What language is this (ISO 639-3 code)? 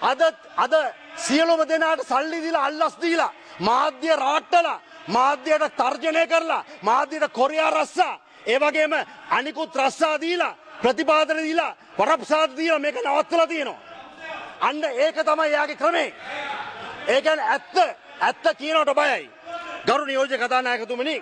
sin